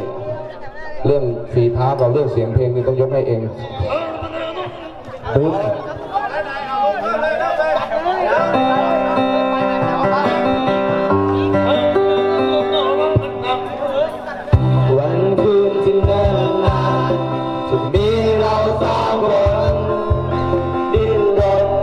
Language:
Thai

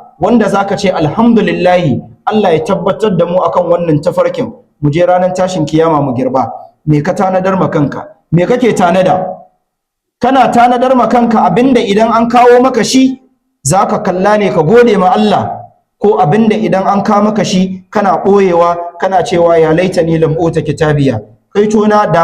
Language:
Hausa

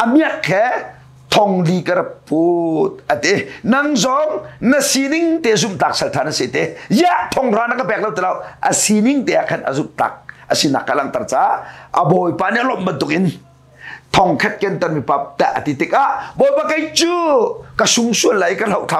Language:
Hakha Chin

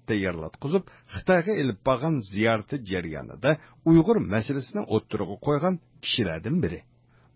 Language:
Uyghur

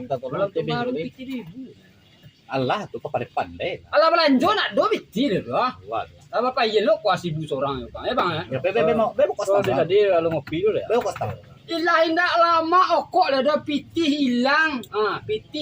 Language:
Minangkabau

